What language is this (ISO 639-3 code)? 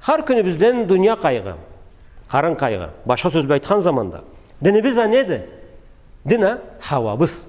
krc